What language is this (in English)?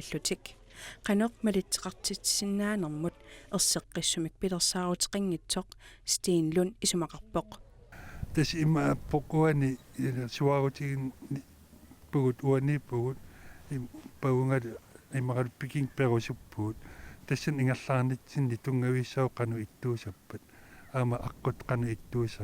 Kalaallisut